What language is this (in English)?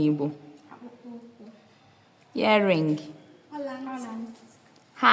Igbo